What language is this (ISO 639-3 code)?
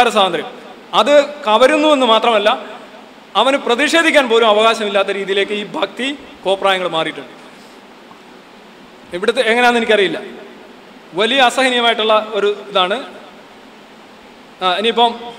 mal